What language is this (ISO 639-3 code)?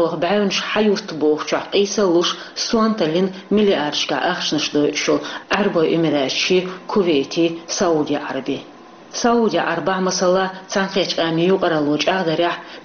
che